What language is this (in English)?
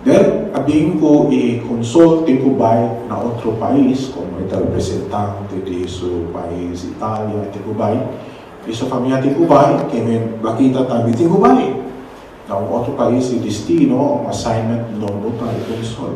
Papiamento